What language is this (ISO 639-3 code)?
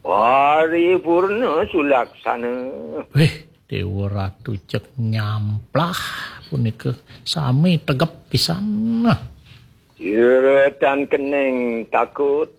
ban